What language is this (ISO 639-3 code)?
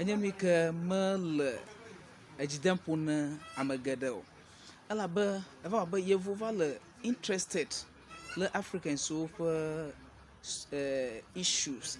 ewe